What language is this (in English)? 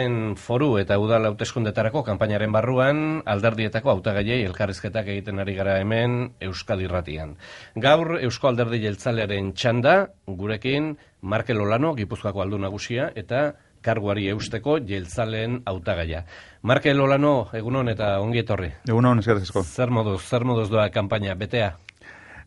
Basque